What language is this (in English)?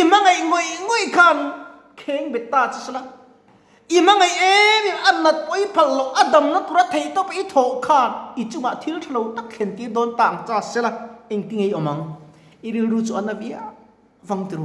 Mizo